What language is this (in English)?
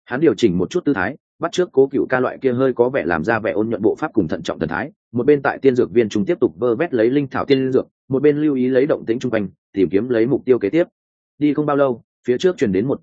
Vietnamese